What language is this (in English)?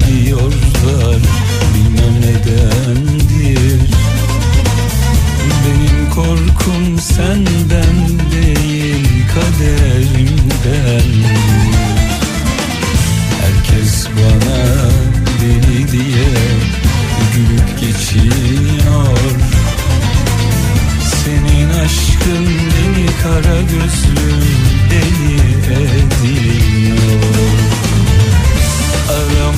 Turkish